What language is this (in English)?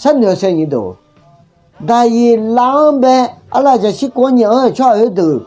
Akha